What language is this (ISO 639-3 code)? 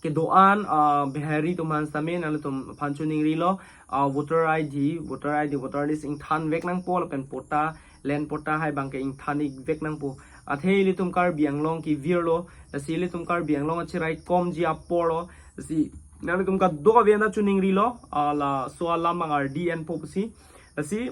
mjw